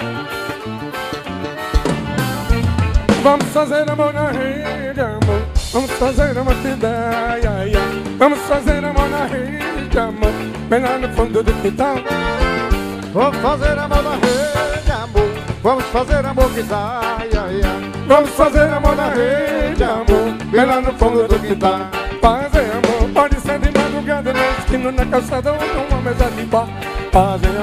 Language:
Portuguese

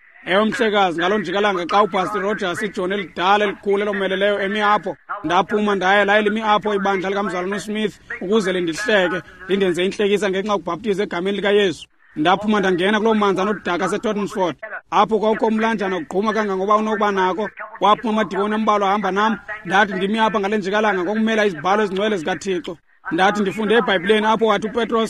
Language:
Xhosa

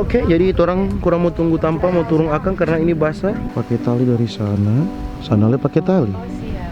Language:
Manado Malay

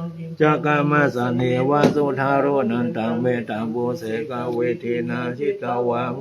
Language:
Pali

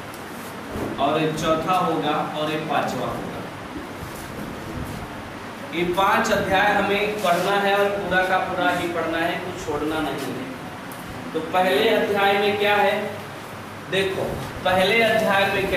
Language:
Hindi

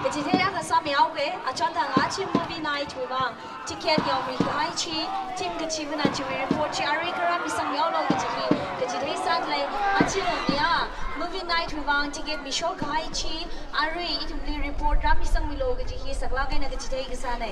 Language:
Tangkhul Naga (India)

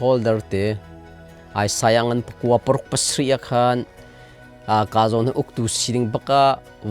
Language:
Hakha Chin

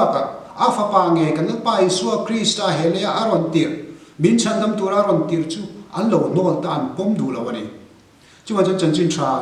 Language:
Mizo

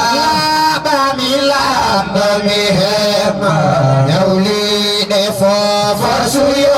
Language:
Fula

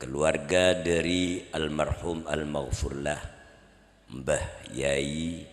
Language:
Madurese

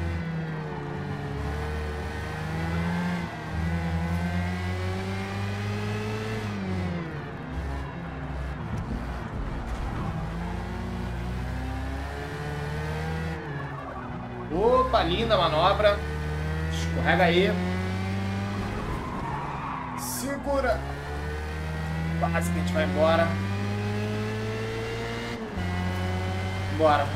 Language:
Portuguese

